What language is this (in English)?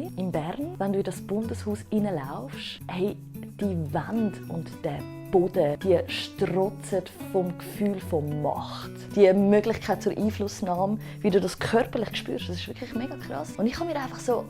Swiss German